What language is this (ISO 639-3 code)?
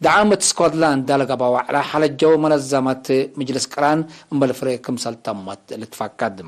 tig